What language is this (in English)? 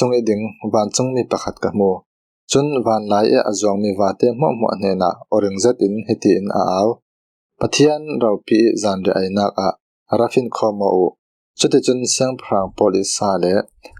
Falam Chin